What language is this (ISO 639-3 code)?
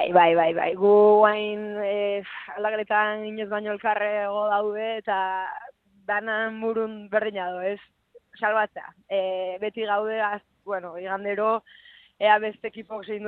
eus